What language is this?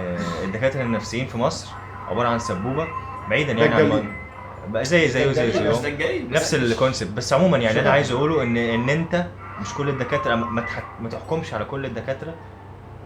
Egyptian Arabic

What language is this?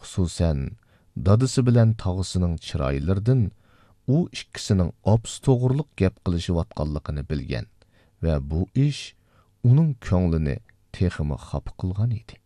Uyghur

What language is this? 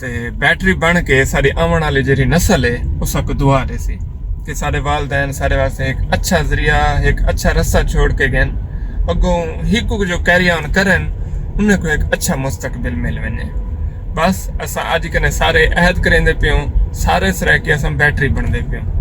Saraiki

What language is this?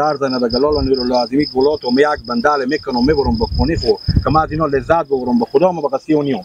Persian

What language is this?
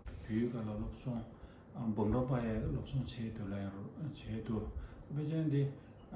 Tibetan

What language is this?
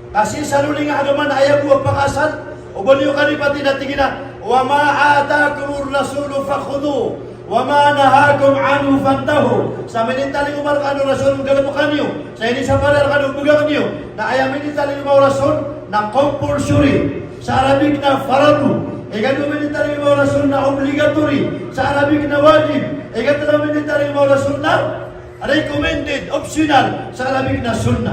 Maranao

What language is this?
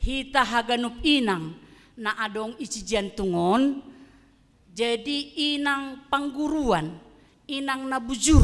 Batak Simalungun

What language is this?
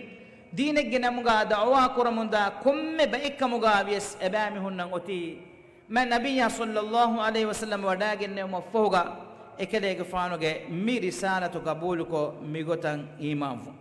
Divehi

